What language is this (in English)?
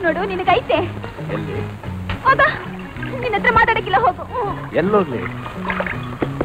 Kannada